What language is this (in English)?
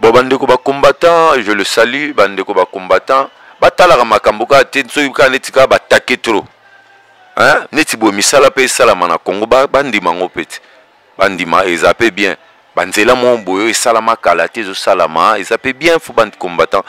Lingala